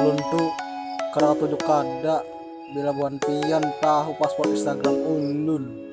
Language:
Banjar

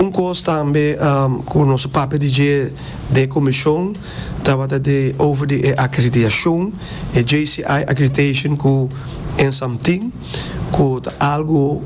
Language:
Papiamento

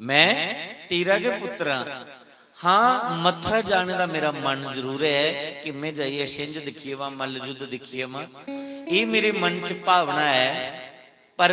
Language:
Dogri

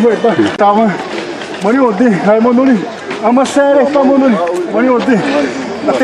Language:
Xavánte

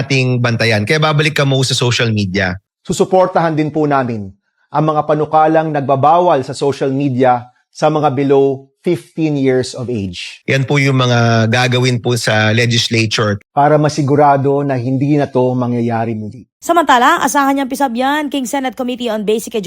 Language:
Pampanga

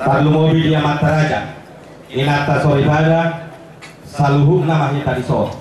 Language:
Batak Toba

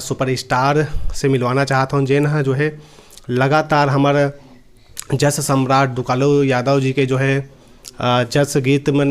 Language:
Chhattisgarhi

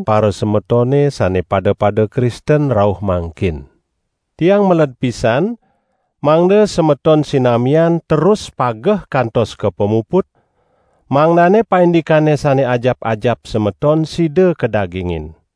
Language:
Balinese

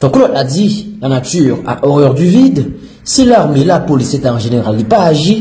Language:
Haitian Creole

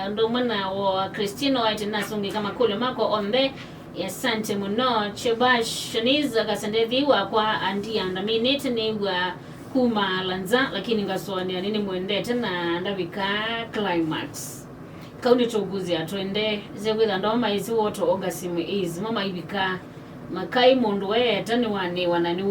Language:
Kamba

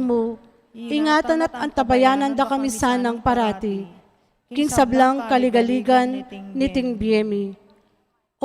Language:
Pampanga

